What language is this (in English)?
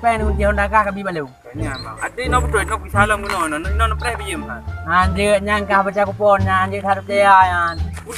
Achinese